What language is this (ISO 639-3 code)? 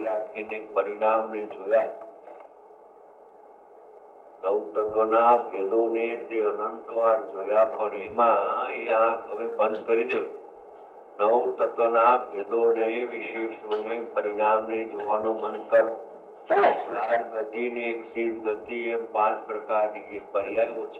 guj